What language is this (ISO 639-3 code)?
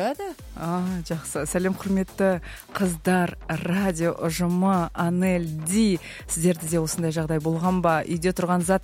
kaz